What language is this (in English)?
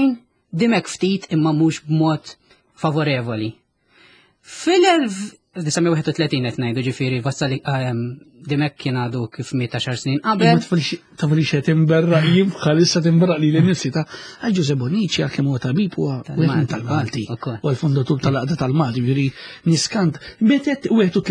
Maltese